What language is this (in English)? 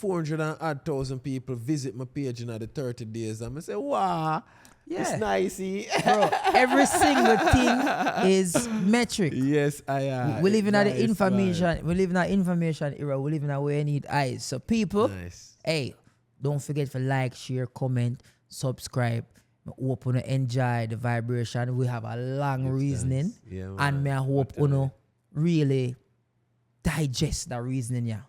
Jamaican Creole English